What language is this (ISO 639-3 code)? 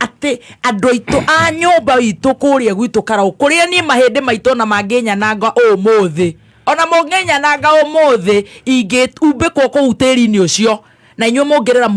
kik